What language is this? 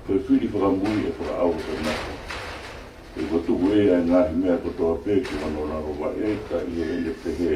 Tongan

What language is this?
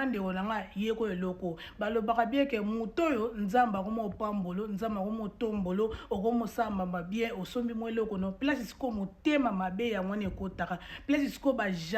Lingala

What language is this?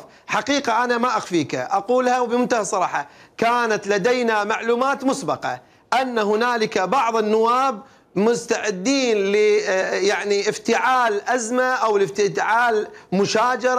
Mesopotamian Arabic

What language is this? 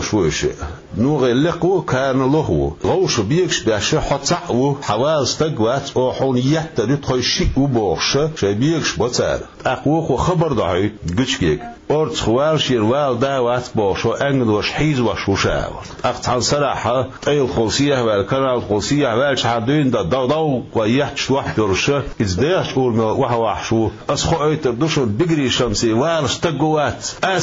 Chechen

